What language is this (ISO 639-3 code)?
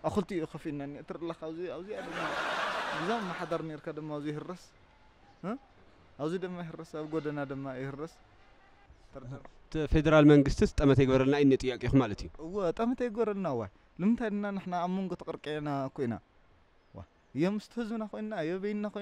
tir